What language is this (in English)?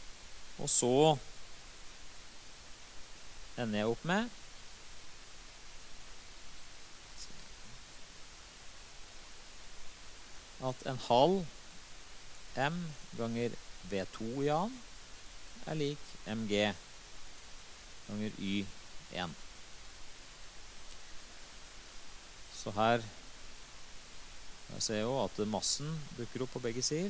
Norwegian